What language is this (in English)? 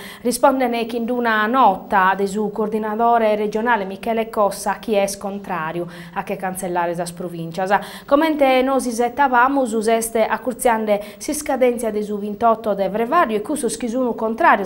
Sardinian